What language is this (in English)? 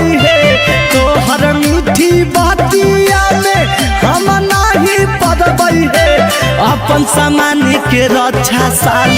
Magahi